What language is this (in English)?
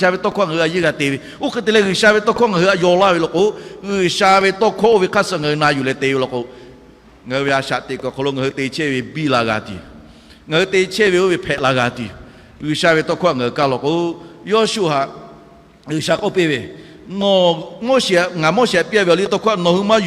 Lahu